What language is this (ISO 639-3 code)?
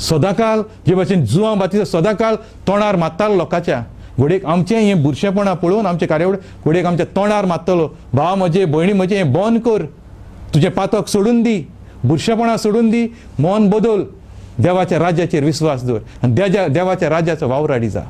kok